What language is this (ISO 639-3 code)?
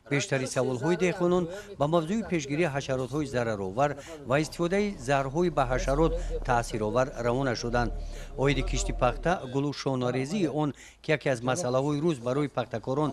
tgk